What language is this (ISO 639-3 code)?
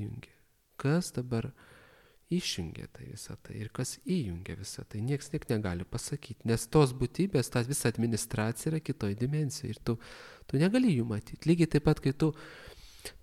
lit